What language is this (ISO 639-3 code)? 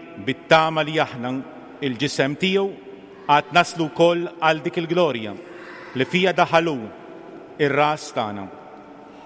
mlt